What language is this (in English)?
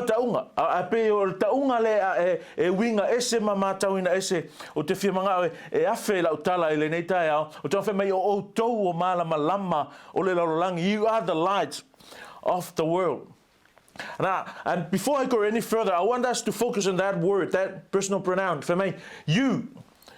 Samoan